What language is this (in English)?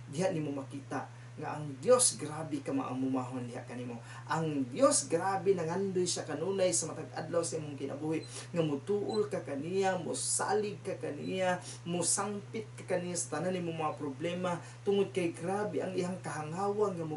Cebuano